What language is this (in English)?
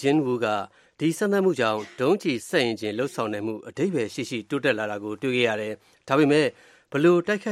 Burmese